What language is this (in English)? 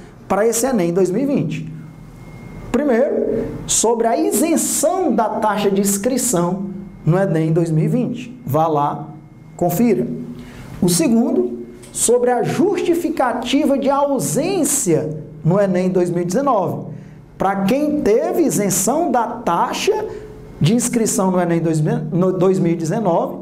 Portuguese